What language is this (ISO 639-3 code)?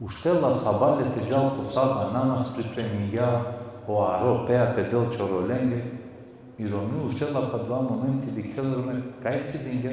rmn